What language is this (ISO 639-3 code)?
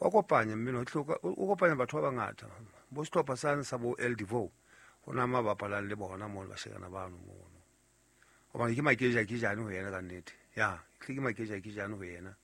sot